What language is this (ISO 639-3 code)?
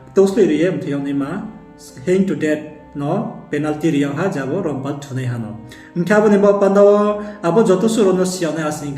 ria